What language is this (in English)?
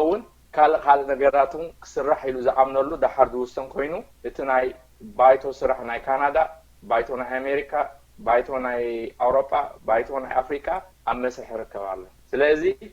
Tigrinya